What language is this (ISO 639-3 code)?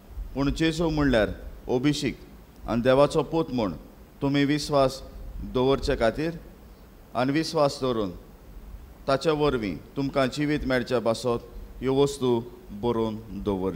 kok